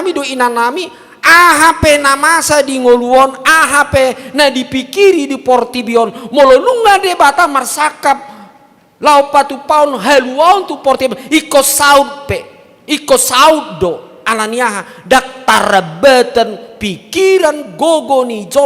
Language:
Batak Toba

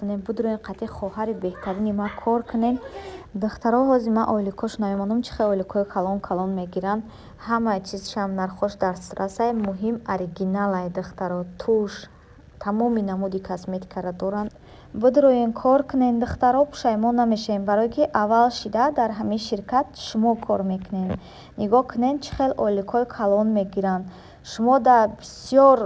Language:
Tajik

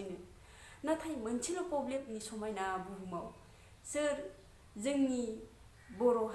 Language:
Bodo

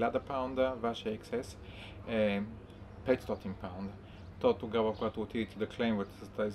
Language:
Bulgarian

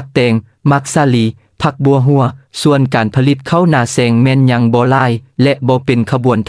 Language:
Lao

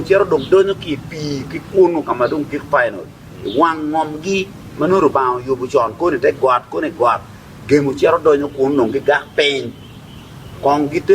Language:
Acoli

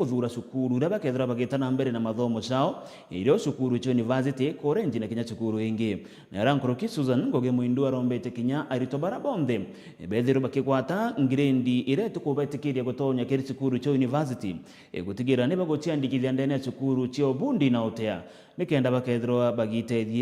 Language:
Meru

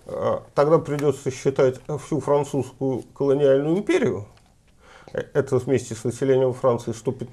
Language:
Russian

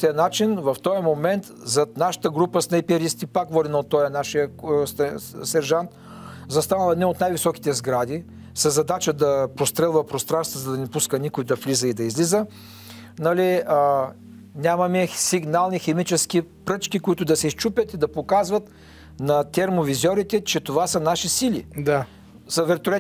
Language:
Bulgarian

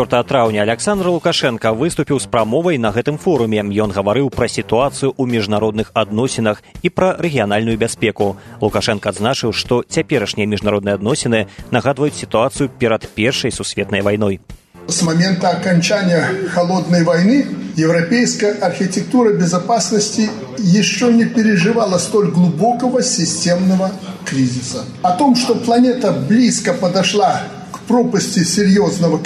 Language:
Belarusian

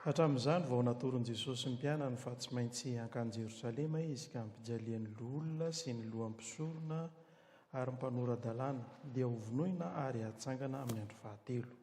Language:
Malagasy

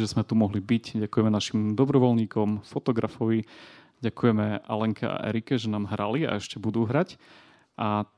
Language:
Slovak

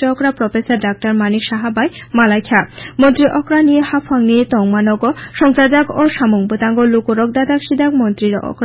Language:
Kok Borok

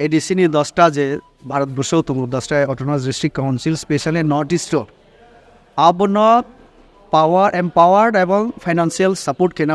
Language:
Kok Borok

